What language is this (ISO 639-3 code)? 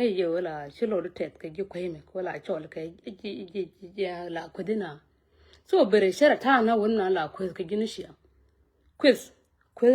nus